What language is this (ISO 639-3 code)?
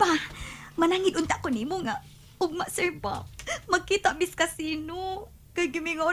ceb